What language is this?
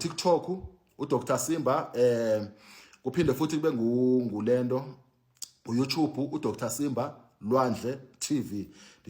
Zulu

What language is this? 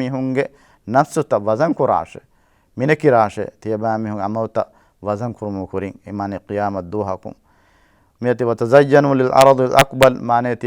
Divehi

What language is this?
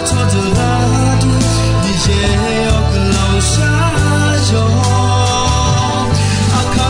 Akha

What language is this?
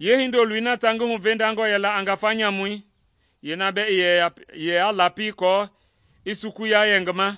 Mende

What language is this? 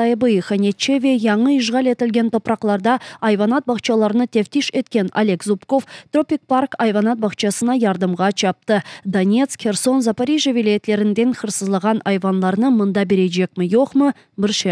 Crimean Tatar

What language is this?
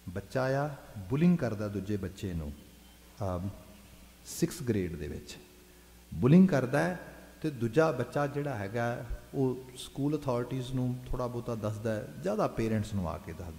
Punjabi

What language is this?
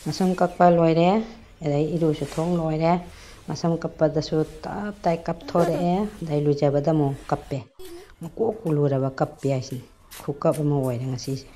Manipuri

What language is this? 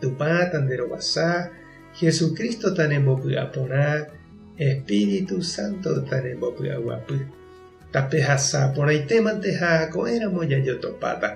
Guarani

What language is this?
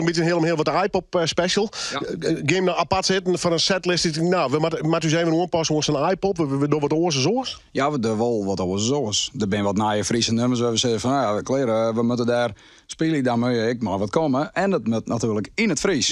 Western Frisian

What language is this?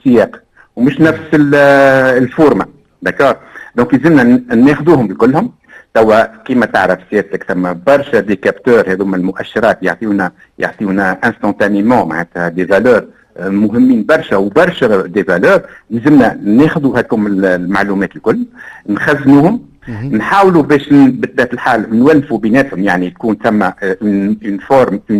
Tunisian Arabic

